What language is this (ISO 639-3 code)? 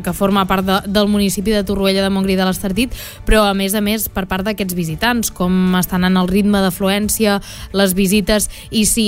cat